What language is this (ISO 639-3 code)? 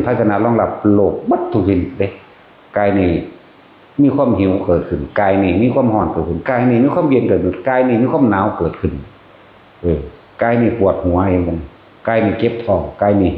tts